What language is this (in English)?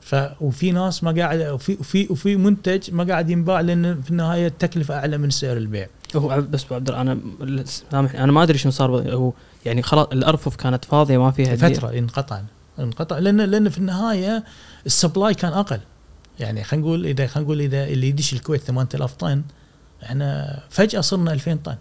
Gulf Arabic